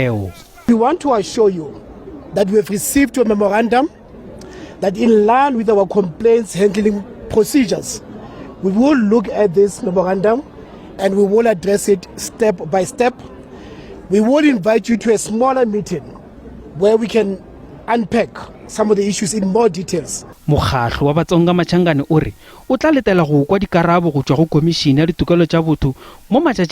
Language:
Northern Sotho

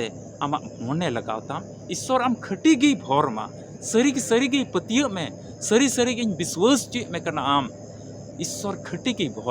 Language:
Santali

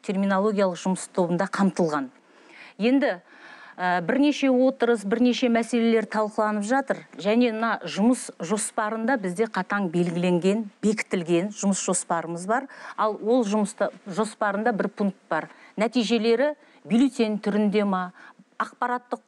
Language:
Kazakh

